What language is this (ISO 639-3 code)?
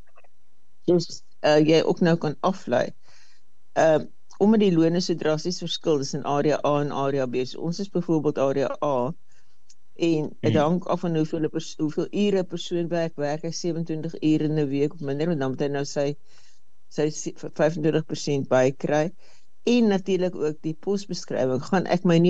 afr